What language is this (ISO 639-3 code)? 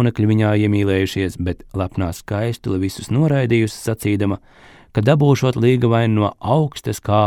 lav